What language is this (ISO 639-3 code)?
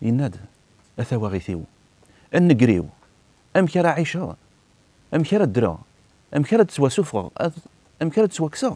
kab